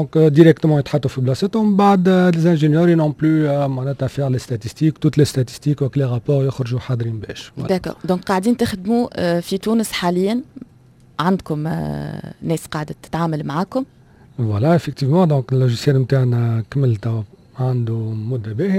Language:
Tunisian Arabic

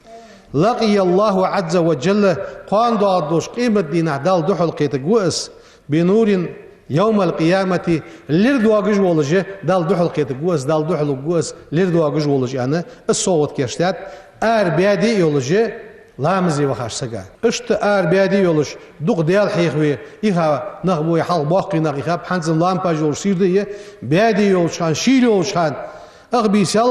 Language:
Ingush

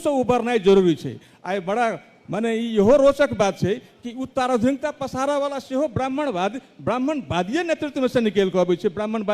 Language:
Maithili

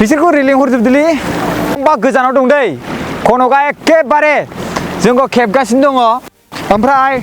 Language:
Bodo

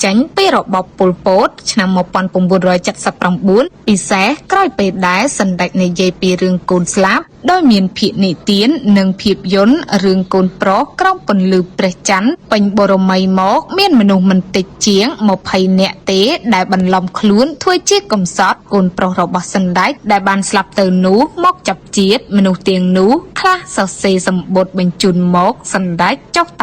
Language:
Khmer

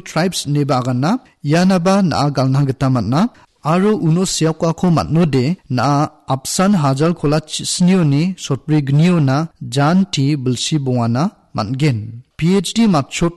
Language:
Garo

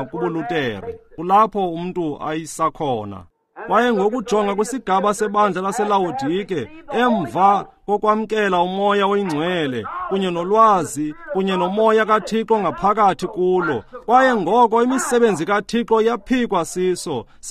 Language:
Xhosa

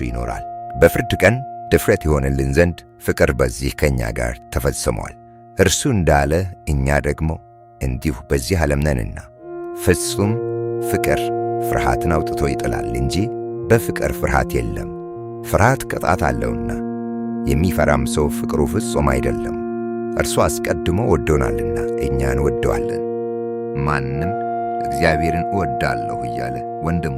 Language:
Amharic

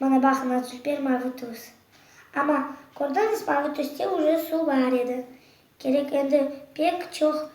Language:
Crimean Tatar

